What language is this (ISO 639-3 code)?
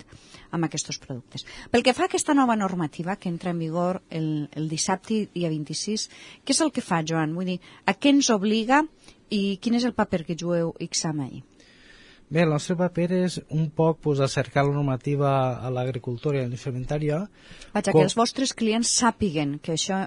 cat